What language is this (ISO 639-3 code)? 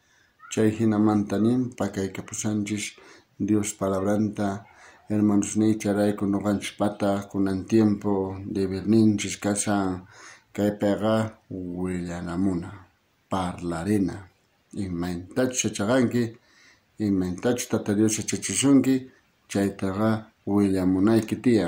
quh